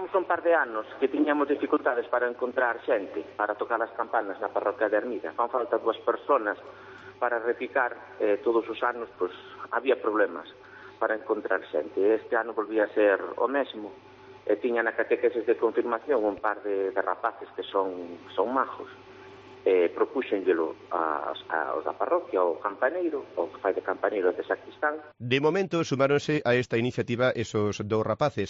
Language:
Galician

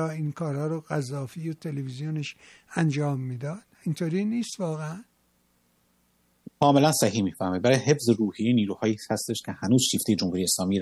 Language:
Persian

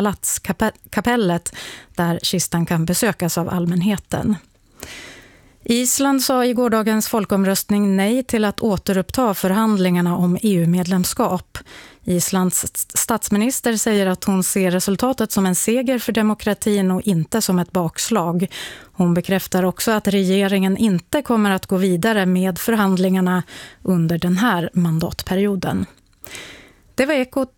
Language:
Swedish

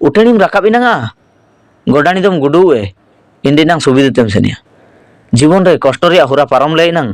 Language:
Ho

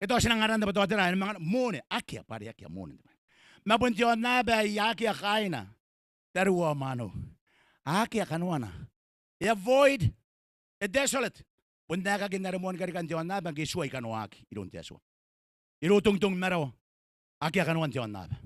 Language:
Gilbertese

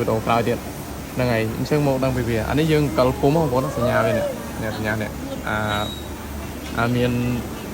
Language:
Khmer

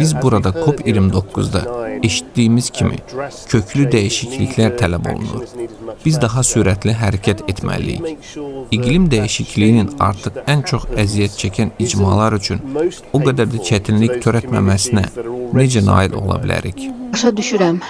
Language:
Azerbaijani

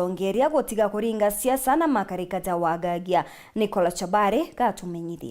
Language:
Meru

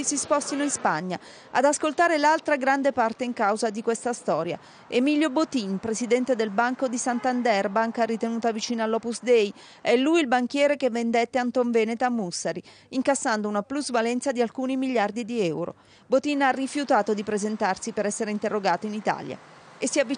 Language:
Italian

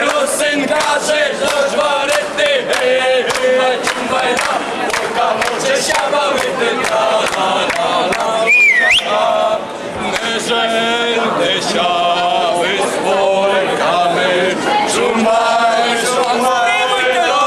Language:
Rusyn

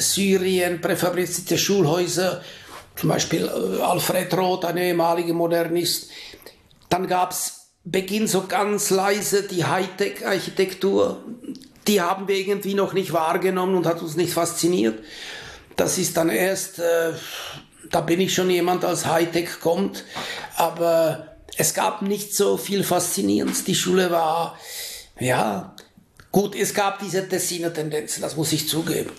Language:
German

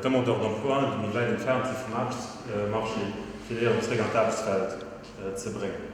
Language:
Luxembourgish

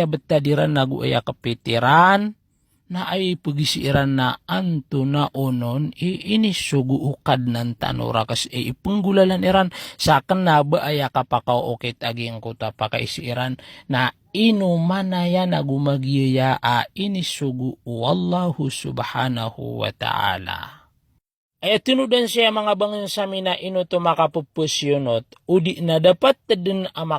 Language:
Maranao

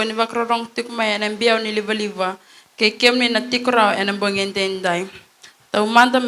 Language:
Fijian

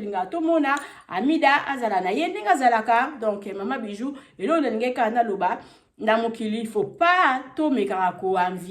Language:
Lingala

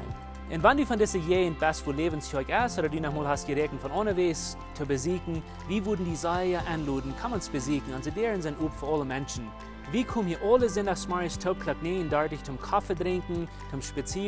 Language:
Plautdietsch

